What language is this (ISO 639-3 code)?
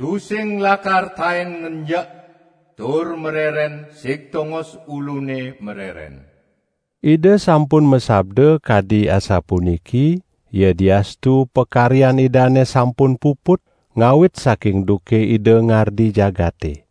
ban